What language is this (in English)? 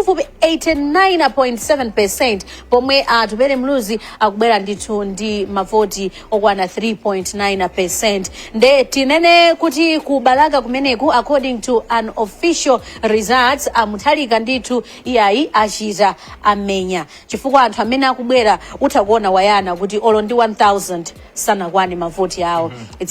Nyanja